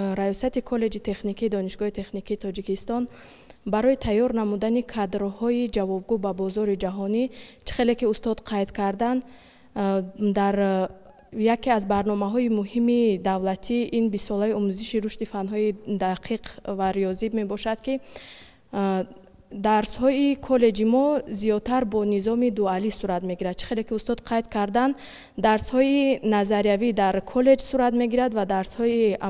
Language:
Tajik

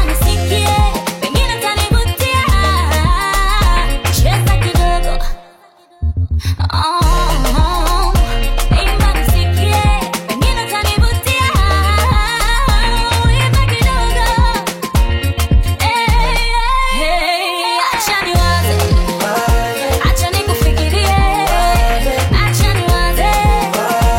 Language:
Swahili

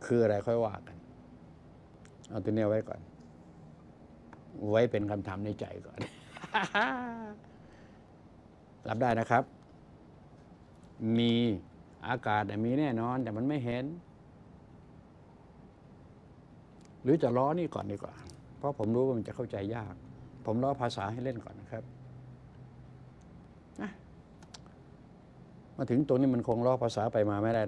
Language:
Thai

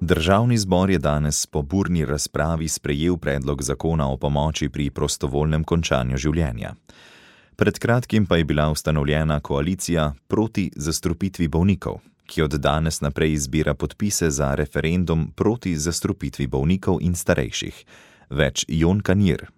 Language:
Slovenian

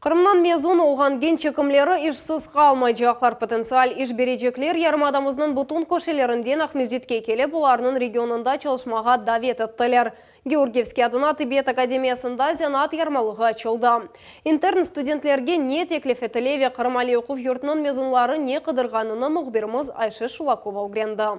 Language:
Crimean Tatar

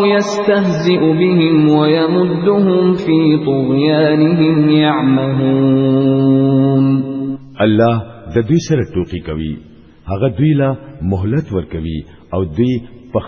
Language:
Pashto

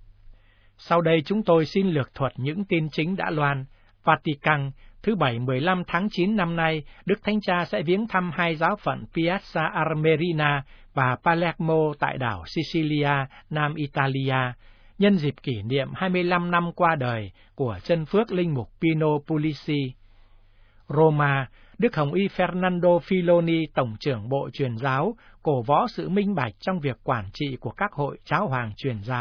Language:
Vietnamese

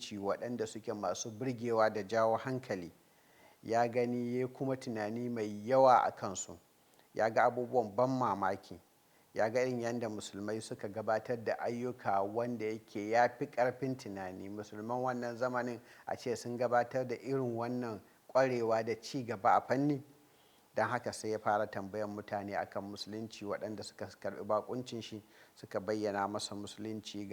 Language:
Hausa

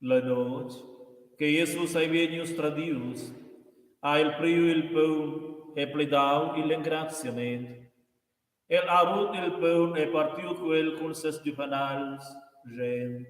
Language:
Romansh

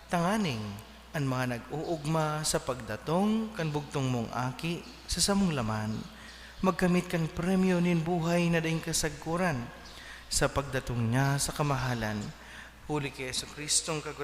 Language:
Bikol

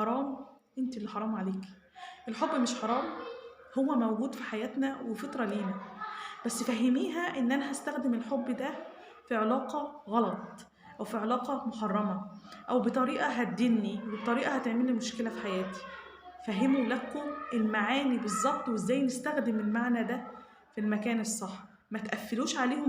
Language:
Egyptian Arabic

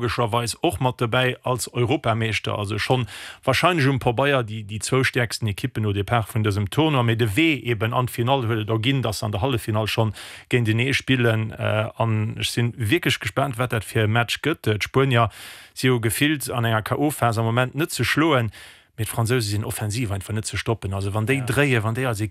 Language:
Luxembourgish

